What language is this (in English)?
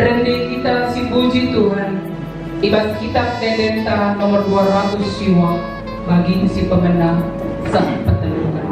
Batak Karo